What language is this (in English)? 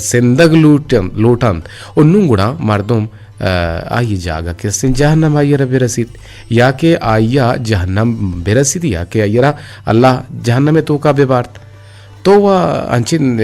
Eastern Balochi